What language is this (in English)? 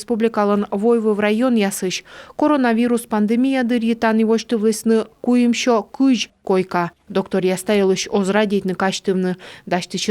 Komi